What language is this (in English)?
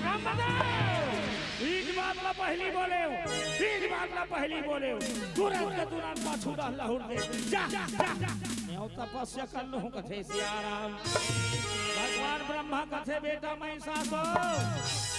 Chhattisgarhi